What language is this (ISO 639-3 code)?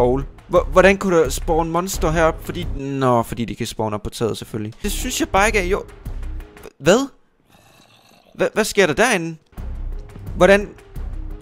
dan